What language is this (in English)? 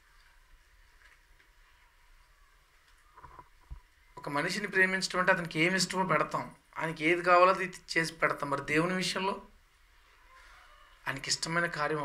Telugu